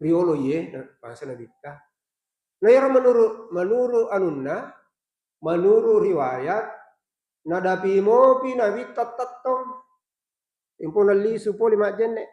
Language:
Buginese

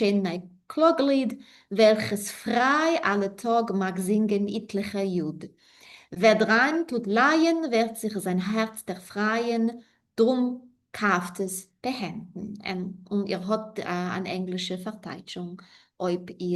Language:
Yiddish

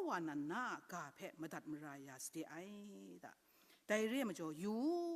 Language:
Kachin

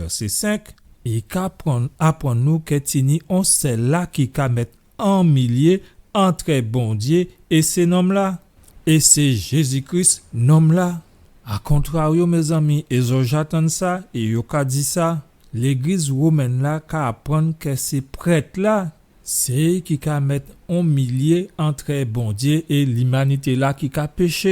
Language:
Guadeloupean Creole French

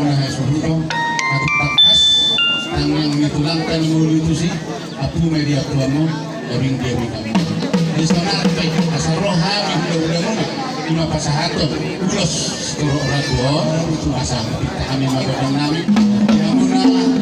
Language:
Batak Toba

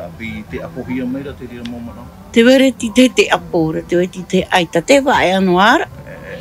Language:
Tahitian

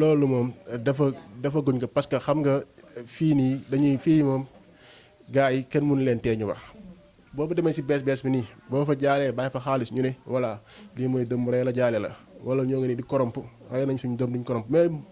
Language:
Wolof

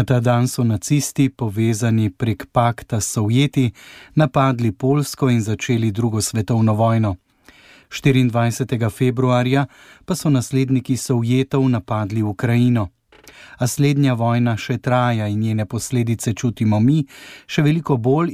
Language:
Slovenian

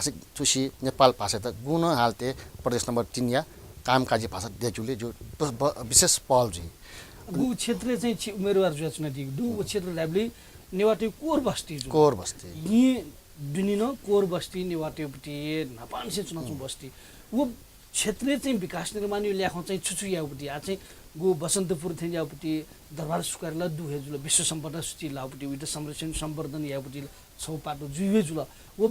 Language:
Newari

